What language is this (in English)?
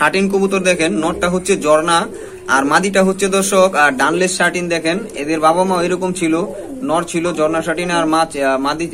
Bangla